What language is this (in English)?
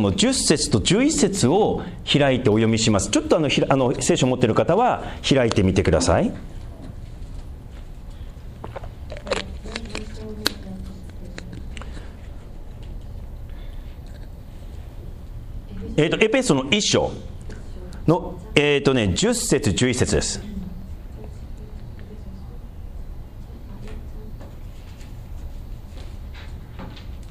Japanese